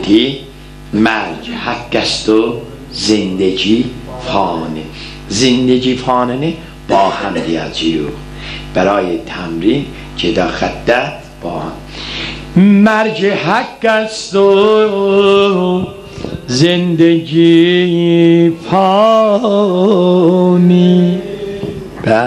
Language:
South Azerbaijani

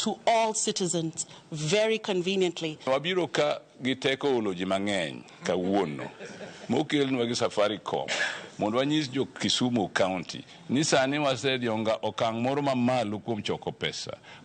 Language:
Luo (Kenya and Tanzania)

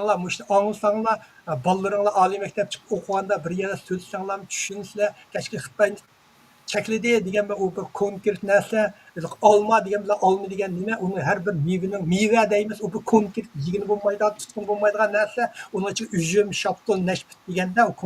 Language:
Uyghur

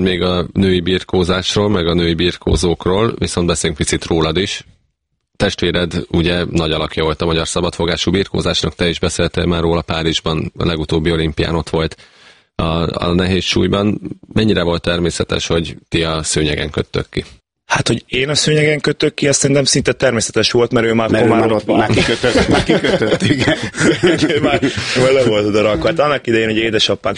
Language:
Hungarian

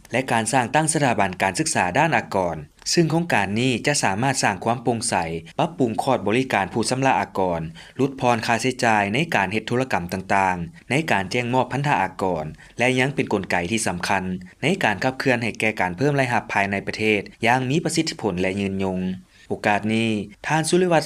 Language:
Lao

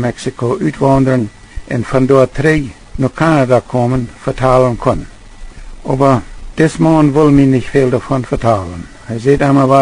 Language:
Plautdietsch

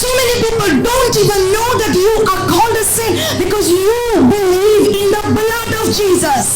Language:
Konkani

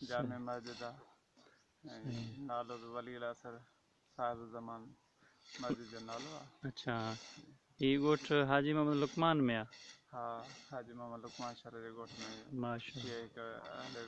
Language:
Sindhi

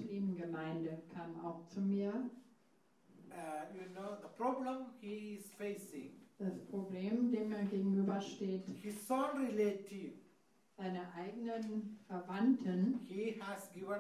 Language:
German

